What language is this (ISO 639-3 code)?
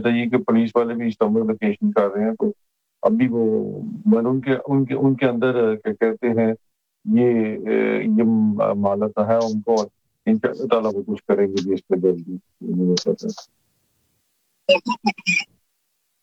urd